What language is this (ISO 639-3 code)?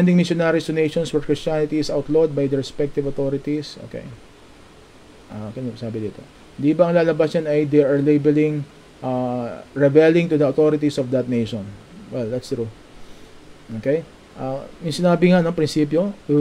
fil